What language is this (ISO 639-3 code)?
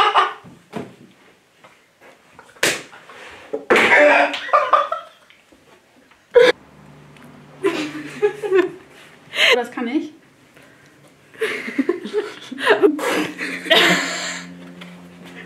deu